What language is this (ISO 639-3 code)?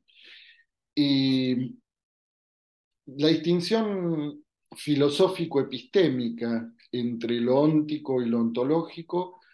spa